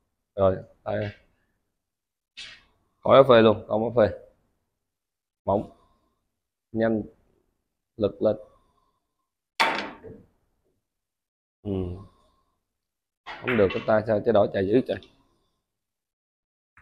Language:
Vietnamese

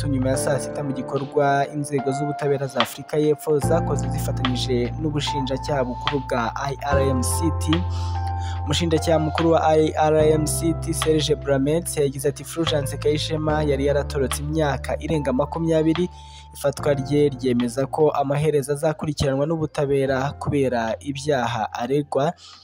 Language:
Kinyarwanda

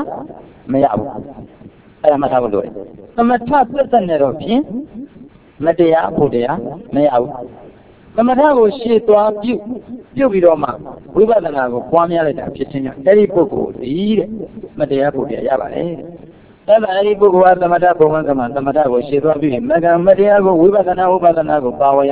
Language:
Burmese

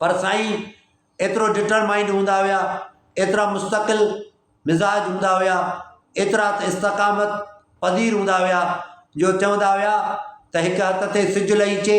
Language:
Sindhi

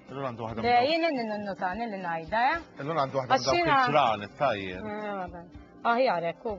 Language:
Maltese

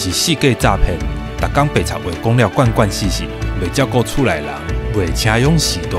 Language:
Min Nan Chinese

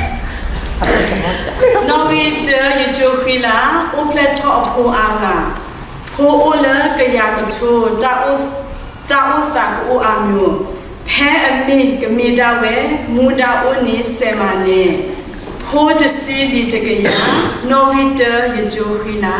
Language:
S'gaw Karen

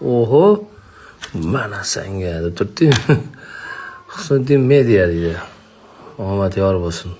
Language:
Uzbek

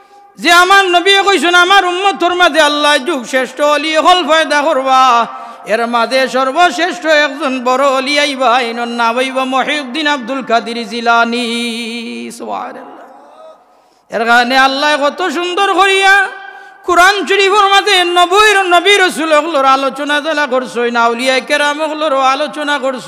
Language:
Sylheti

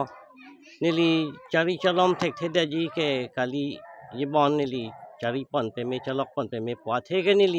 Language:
Karbi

